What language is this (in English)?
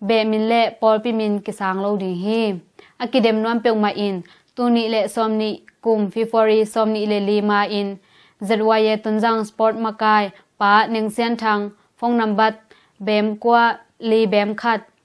Tedim Chin